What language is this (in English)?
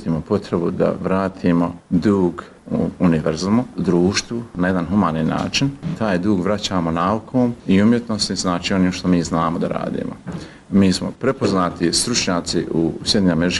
Bosnian